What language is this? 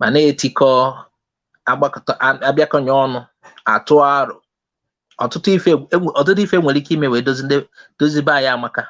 Igbo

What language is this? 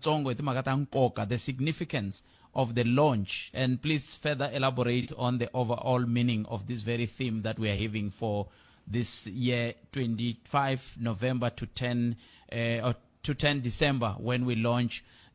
Tsonga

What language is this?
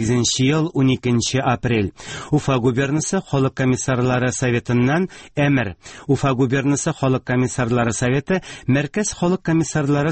Tatar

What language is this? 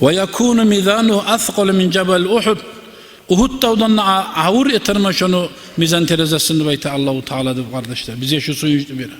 Kumyk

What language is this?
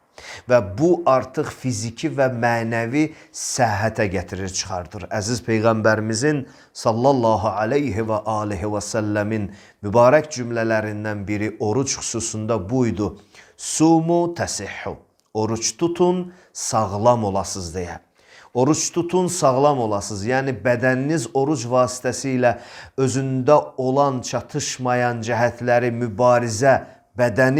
Azerbaijani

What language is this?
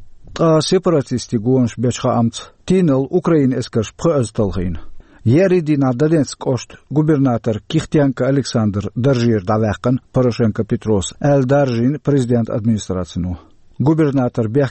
Chechen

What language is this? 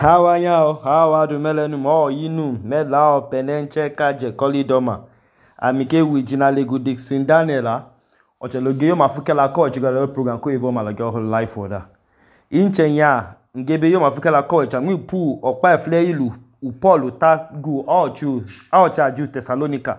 Idoma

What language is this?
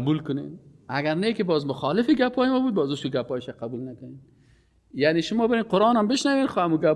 Persian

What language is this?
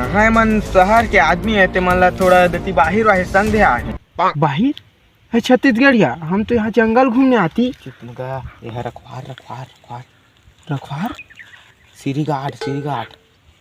Chhattisgarhi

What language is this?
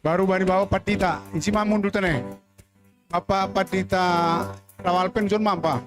Batak Simalungun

